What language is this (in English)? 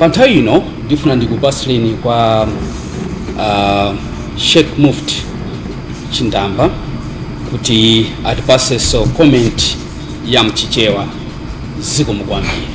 Nyanja